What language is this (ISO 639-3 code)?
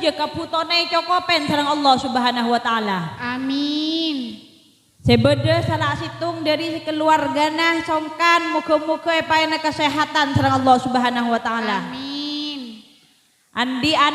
mad